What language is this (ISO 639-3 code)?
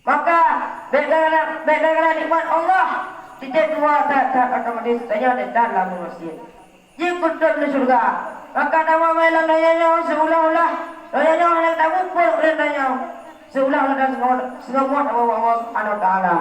ace